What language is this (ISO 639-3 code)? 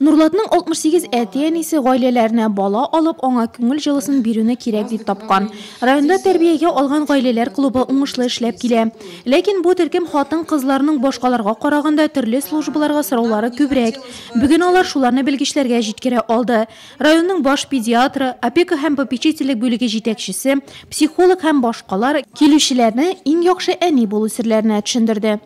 tat